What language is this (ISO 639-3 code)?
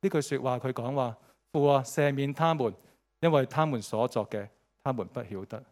yue